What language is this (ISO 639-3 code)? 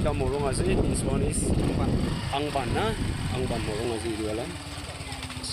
nag